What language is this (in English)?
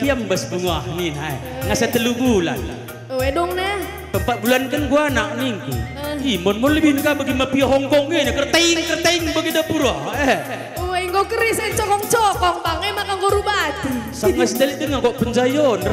Batak Karo